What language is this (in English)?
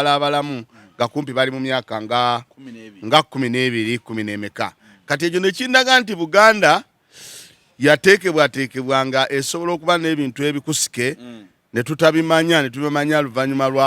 Ganda